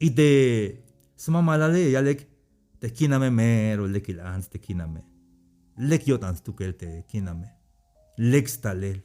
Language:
Tzeltal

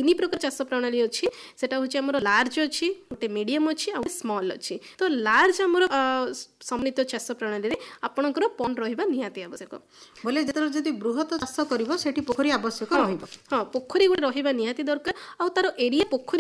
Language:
Odia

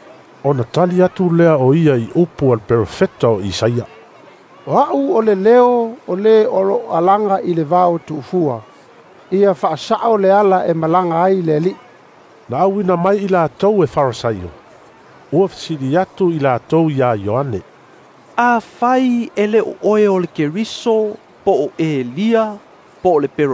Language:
Samoan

